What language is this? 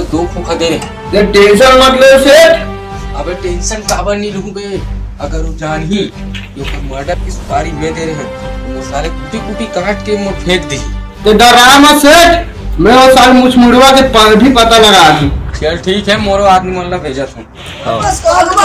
Chhattisgarhi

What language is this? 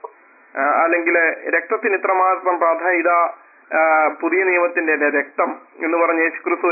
Malayalam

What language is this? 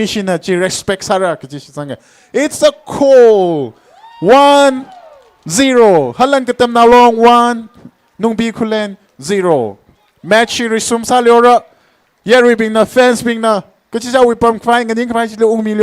Tangkhul Naga (India)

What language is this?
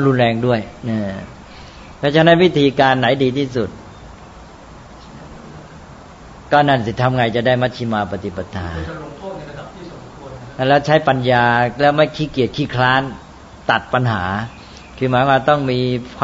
Thai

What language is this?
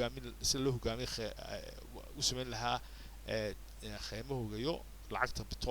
Somali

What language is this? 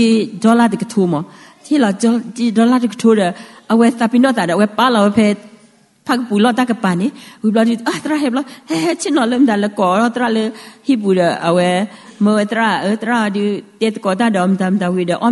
S'gaw Karen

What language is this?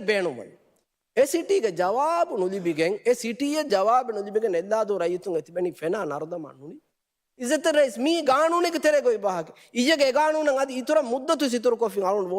Divehi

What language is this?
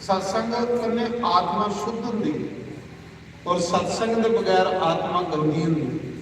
Dogri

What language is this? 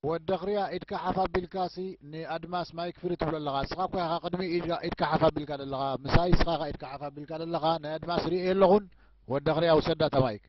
Tigrinya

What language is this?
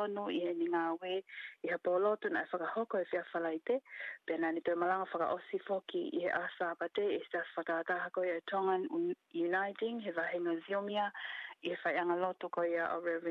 Tongan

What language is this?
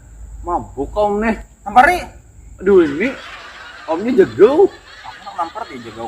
Banjar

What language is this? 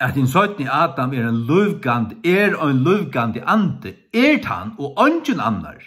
Faroese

